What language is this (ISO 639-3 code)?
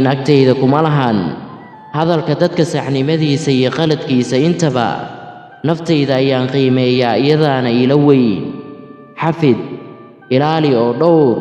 som